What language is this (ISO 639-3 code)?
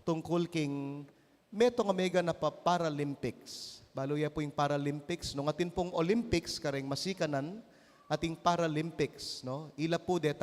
pam